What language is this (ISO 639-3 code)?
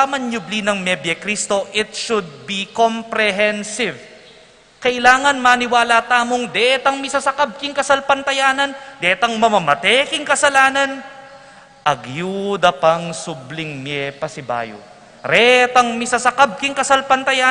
pam